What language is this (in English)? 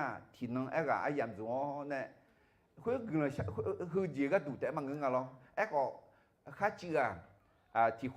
Akha